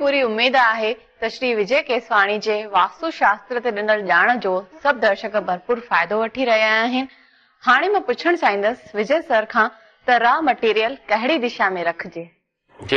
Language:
Sindhi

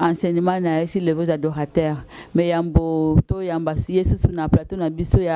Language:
Lingala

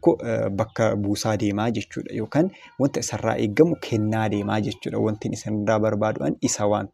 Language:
Oromo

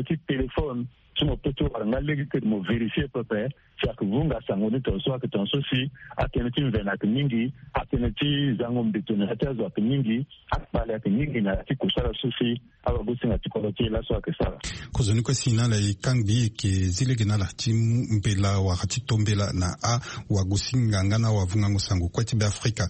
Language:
Sango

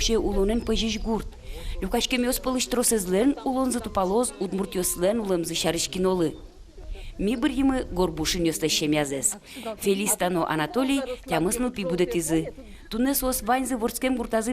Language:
Udmurt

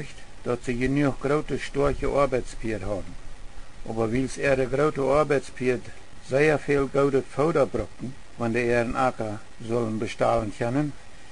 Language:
Plautdietsch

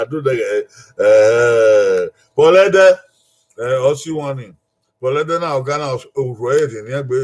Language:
Bini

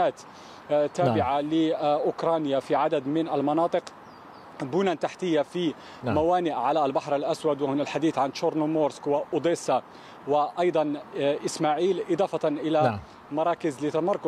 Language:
Arabic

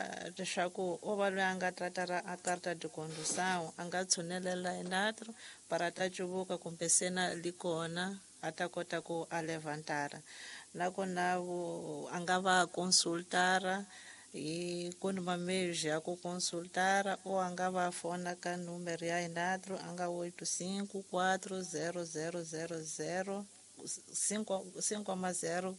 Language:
Tsonga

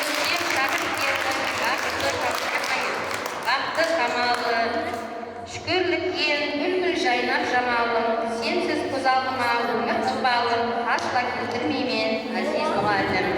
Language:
Kara-Kalpak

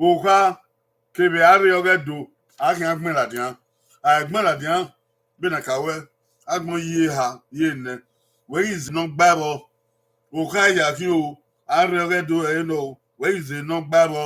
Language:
Bini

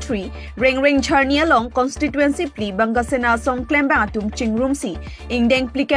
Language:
Karbi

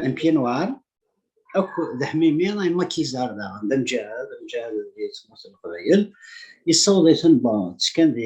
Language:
Kabyle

